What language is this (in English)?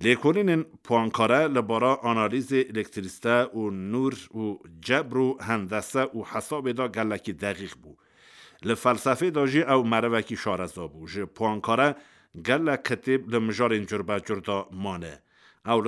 Kurdish